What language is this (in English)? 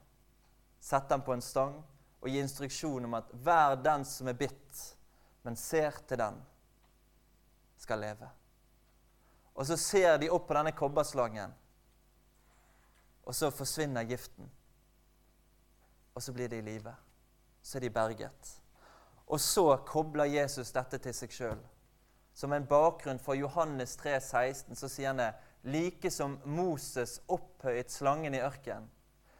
Norwegian